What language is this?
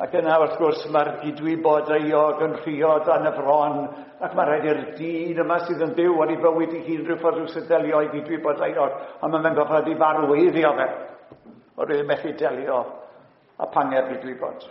Welsh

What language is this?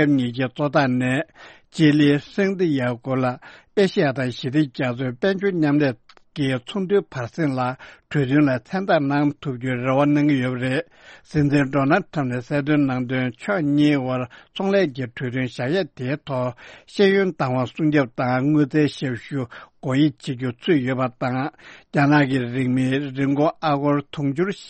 Tibetan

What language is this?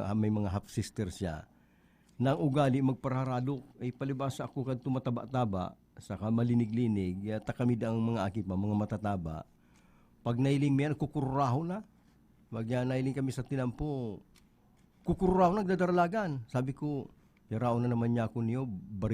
Bikol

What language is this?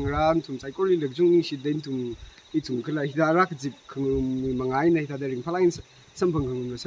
Tangkhul Naga (India)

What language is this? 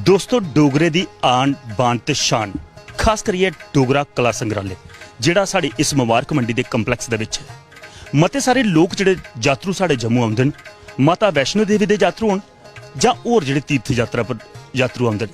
Dogri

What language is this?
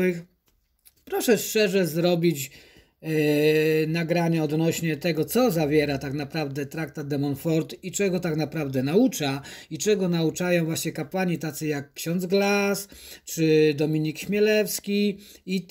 Polish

